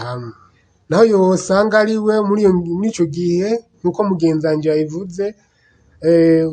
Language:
Rundi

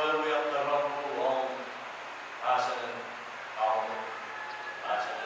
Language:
Pohnpeian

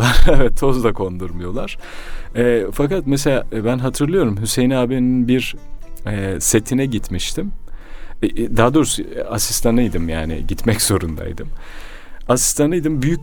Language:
Turkish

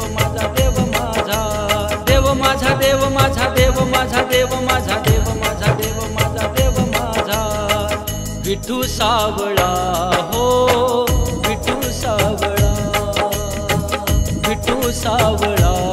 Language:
Marathi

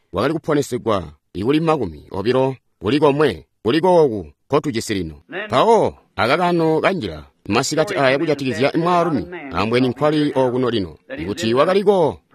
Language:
Tonga (Zambia)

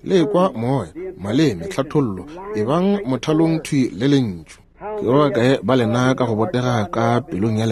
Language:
Northern Sotho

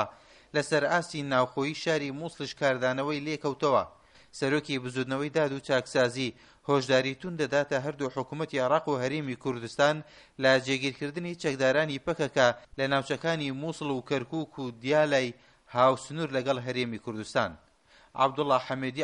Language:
Central Kurdish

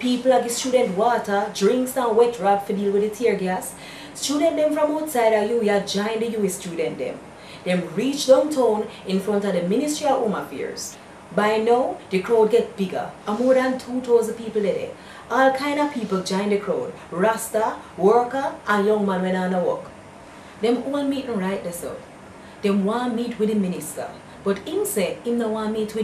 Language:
Jamaican Creole English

